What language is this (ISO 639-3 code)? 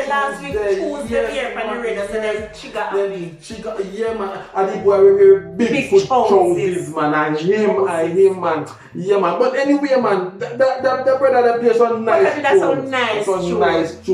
jam